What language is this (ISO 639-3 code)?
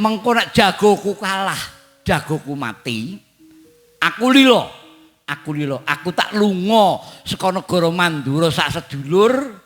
jav